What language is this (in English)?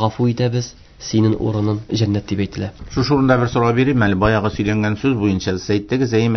Tatar